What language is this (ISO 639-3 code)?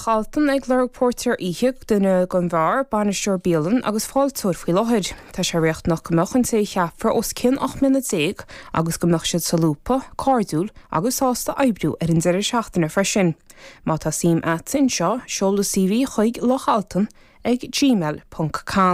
gle